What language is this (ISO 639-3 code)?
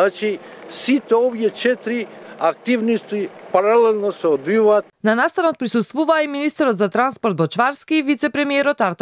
mkd